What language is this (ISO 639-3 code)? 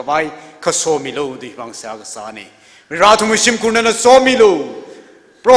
nmf